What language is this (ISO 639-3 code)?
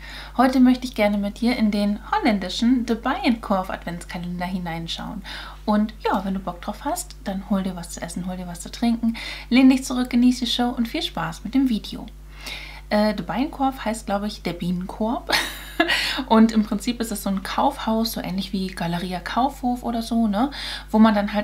deu